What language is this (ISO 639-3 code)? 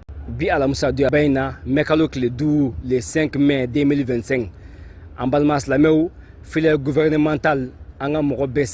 bam